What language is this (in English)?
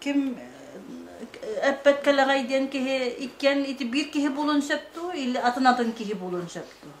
Yakut